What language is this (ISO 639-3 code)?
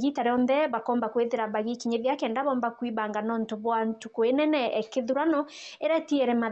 mer